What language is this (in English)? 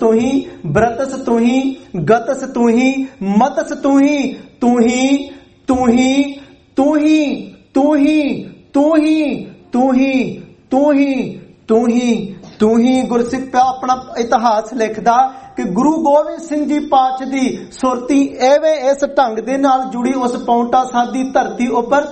Punjabi